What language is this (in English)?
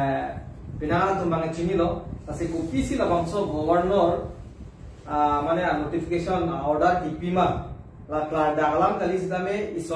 Karbi